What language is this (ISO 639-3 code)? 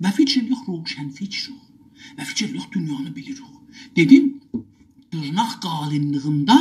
azb